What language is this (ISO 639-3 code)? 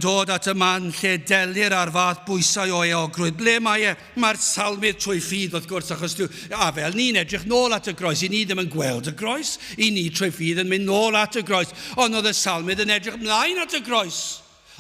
cym